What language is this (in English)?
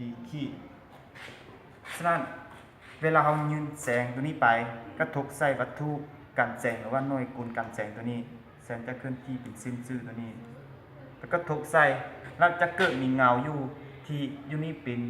Lao